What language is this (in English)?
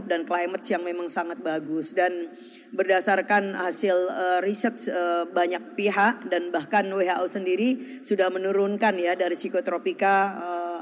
Indonesian